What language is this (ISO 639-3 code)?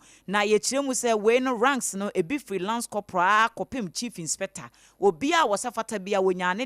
aka